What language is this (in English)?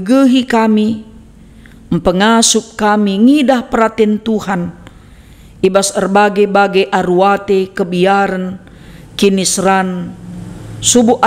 Batak Karo